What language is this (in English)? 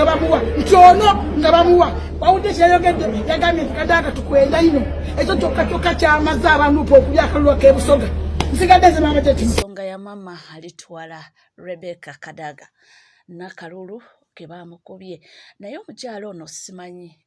Ganda